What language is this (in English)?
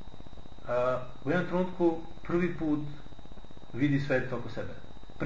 Serbian